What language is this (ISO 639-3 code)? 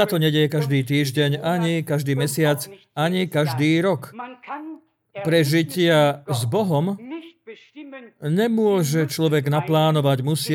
slk